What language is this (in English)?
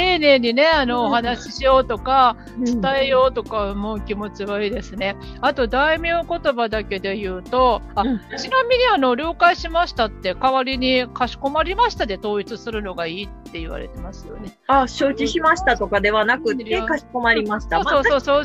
Japanese